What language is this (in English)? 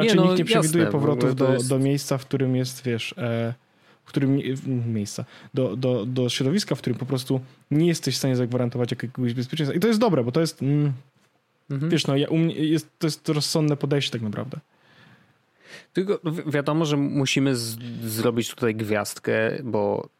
Polish